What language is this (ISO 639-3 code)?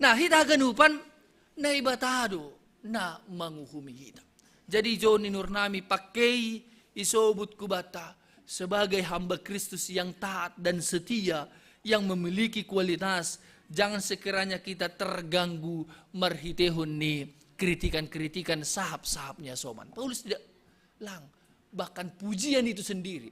bts